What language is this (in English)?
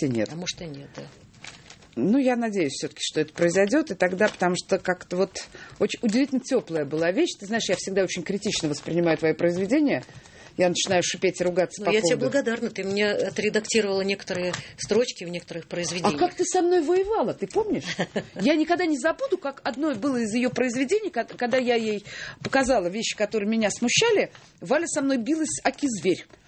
Russian